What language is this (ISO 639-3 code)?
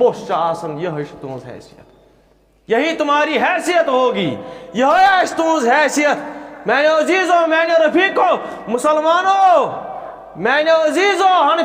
kas